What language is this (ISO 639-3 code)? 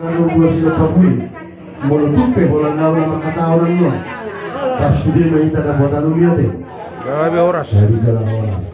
bbc